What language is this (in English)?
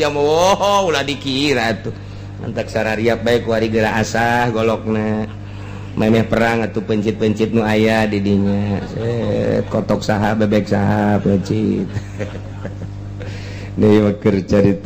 Sundanese